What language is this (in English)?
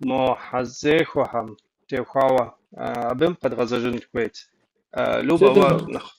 Kabardian